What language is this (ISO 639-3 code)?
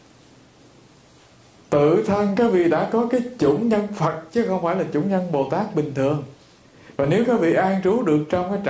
vie